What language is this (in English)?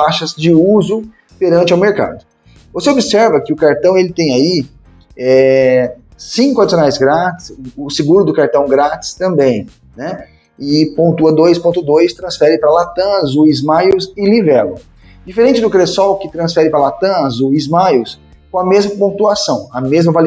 Portuguese